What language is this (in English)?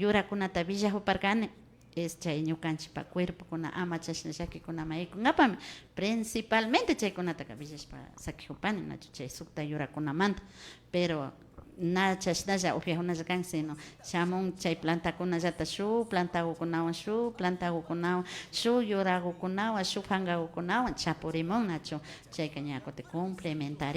Imbabura Highland Quichua